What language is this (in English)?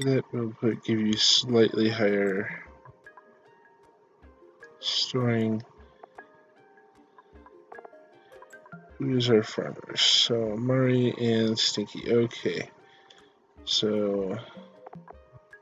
English